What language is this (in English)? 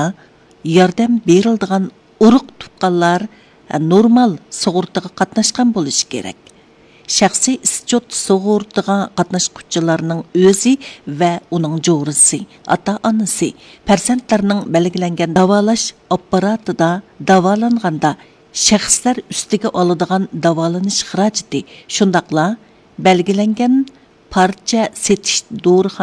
Uyghur